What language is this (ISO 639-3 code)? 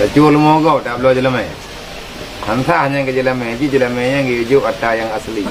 ace